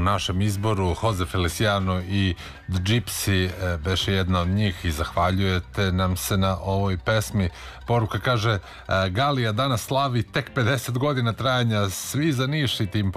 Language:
Serbian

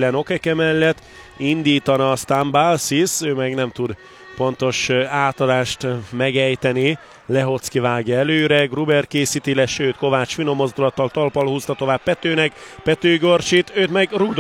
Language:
Hungarian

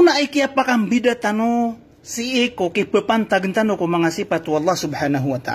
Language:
Maranao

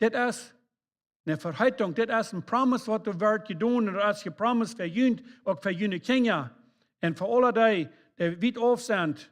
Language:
Plautdietsch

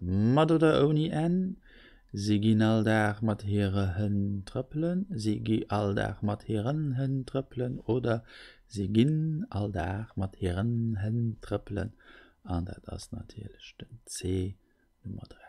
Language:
Luxembourgish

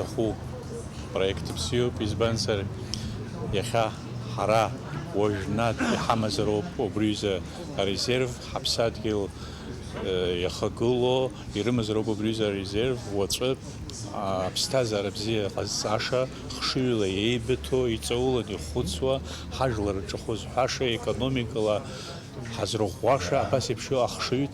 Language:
Abkhazian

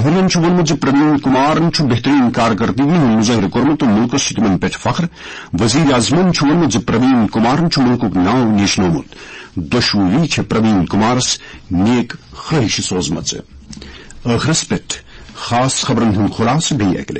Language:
Kashmiri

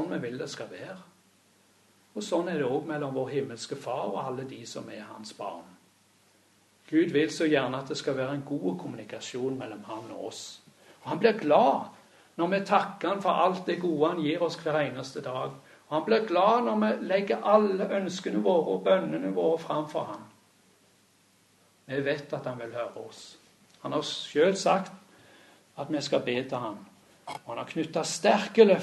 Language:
Norwegian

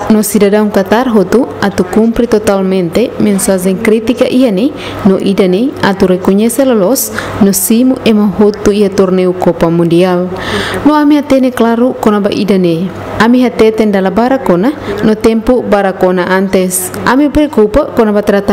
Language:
Tetum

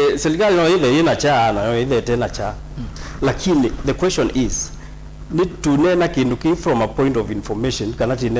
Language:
Kamba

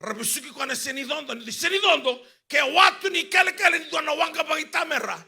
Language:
Fijian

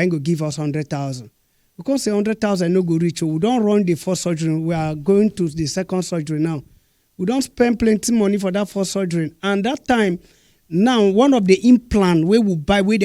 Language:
Nigerian Pidgin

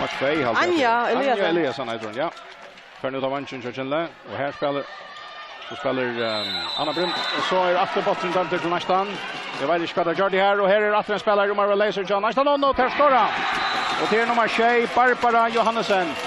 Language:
Faroese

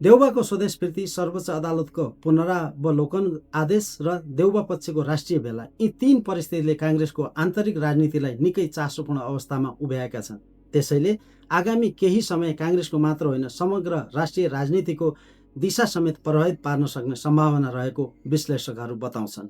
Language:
Nepali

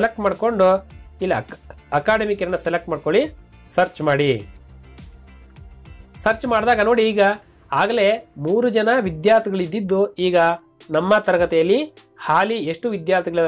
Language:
Kannada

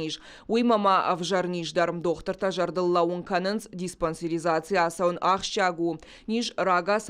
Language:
Ossetic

